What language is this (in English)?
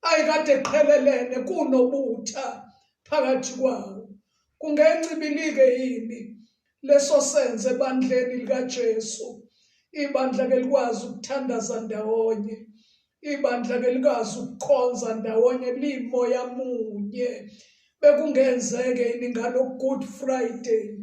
Zulu